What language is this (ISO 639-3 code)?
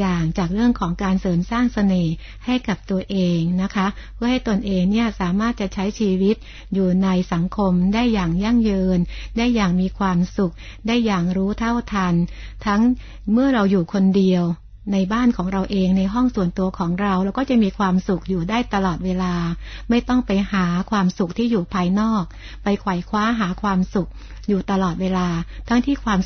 tha